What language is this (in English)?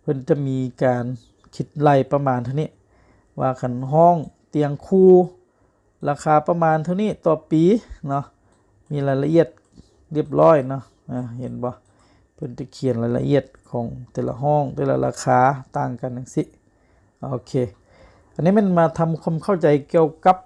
Lao